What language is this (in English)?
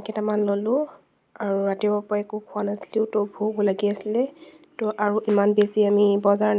Assamese